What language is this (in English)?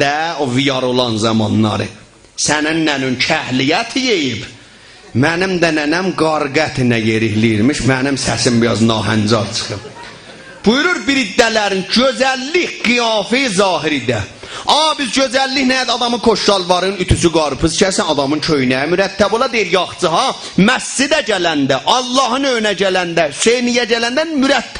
South Azerbaijani